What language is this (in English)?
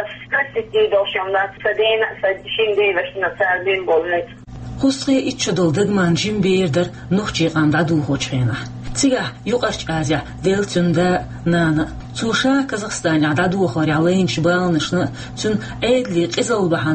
Chechen